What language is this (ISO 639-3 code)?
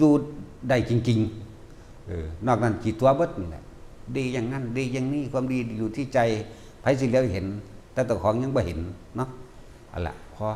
lao